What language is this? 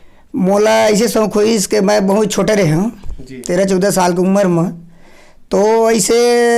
Chhattisgarhi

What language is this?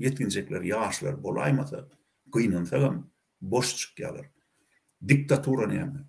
Turkmen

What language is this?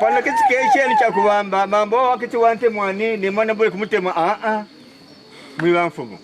Kaonde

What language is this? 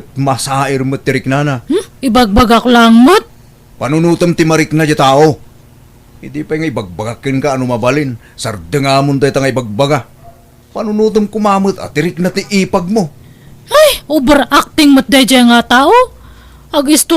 Iloko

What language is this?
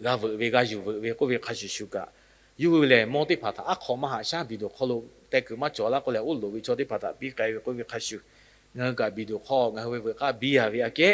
Lahu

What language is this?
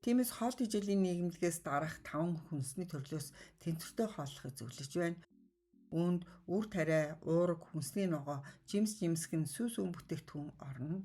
Mongolian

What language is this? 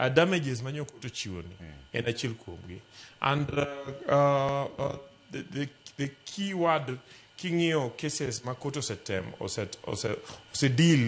Luo (Kenya and Tanzania)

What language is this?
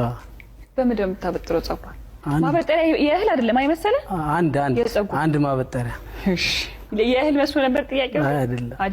Amharic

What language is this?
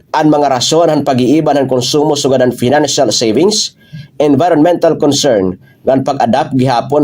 Waray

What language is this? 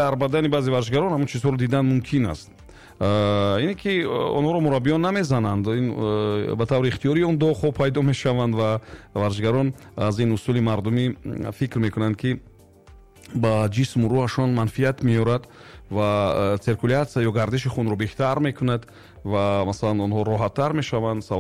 Tajik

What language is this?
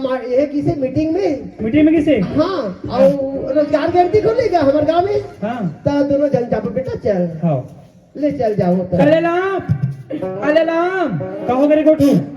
Chhattisgarhi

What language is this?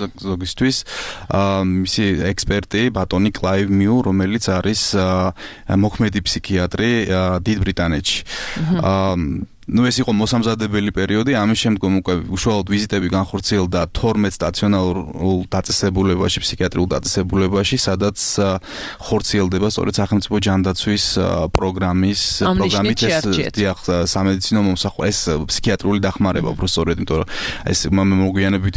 Georgian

